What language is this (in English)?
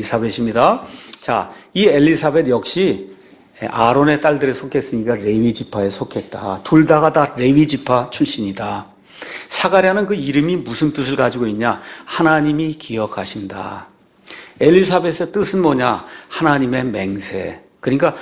Korean